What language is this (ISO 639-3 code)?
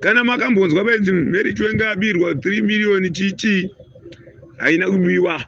sna